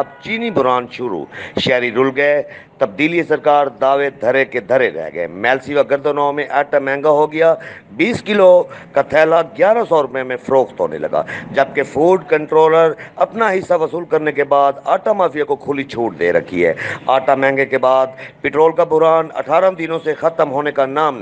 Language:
Urdu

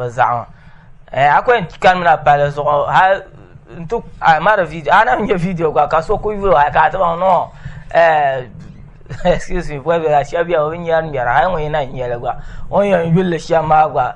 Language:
Dagbani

